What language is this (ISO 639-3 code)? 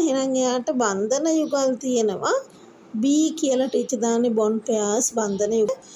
sin